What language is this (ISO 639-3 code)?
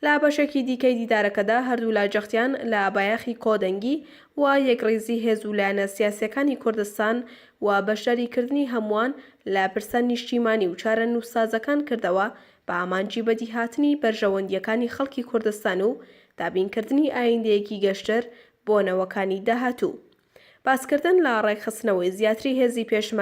ckb